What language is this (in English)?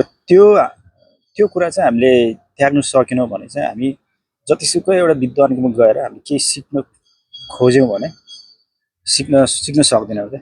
Nepali